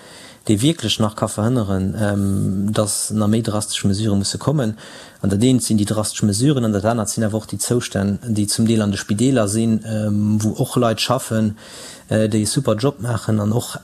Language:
Luxembourgish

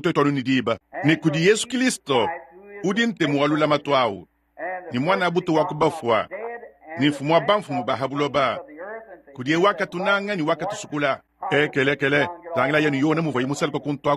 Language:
Luba-Lulua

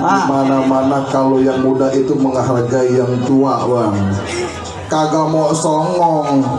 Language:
Betawi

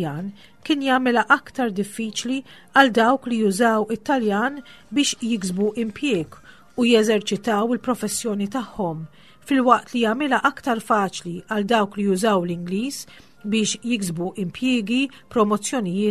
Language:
Maltese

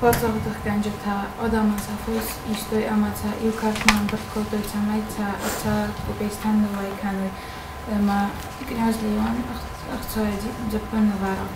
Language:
Ossetic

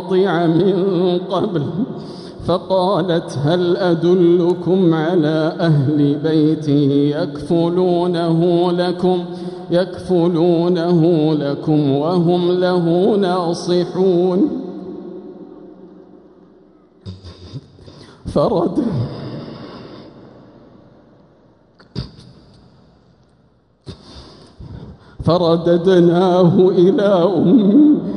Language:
Arabic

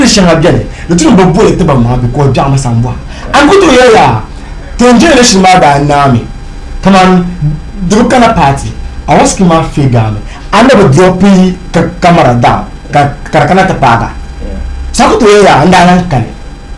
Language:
Dagbani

